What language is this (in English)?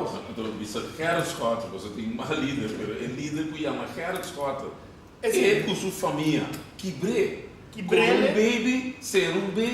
Papiamento